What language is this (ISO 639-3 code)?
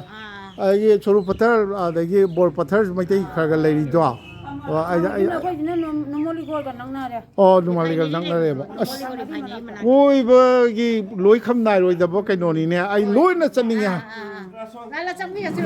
mni